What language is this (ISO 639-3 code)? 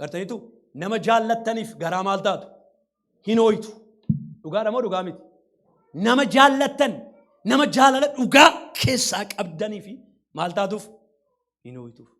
orm